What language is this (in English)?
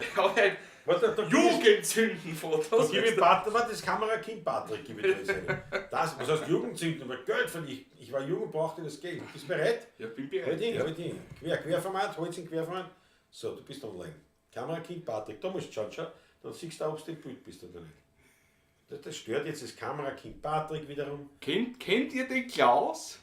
Bavarian